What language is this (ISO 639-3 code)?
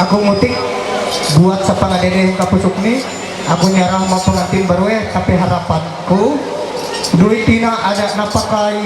mhy